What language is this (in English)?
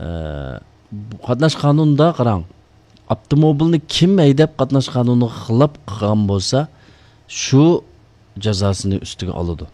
Uyghur